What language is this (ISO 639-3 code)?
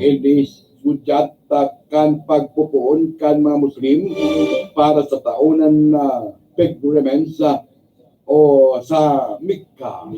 bik